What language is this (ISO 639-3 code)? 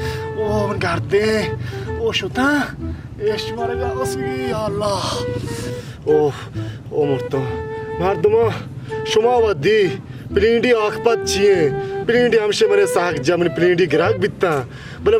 bal